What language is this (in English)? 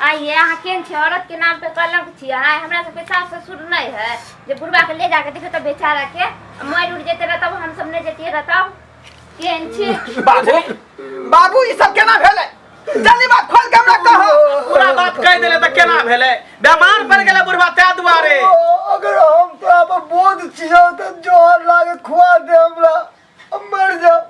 Maithili